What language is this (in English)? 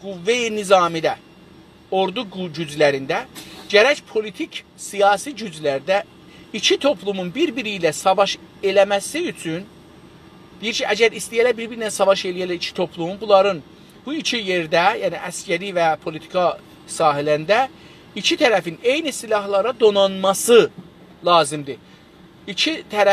South Azerbaijani